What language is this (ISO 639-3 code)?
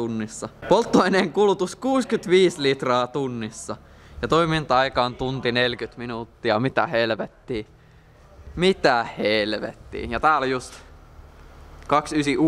fin